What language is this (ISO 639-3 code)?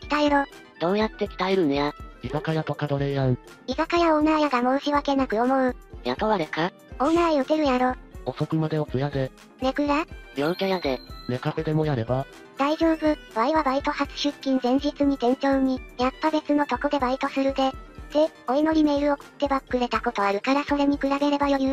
jpn